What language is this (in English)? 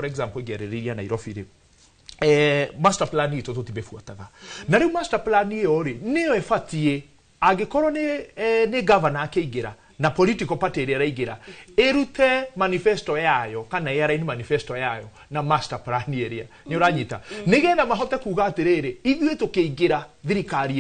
Kikuyu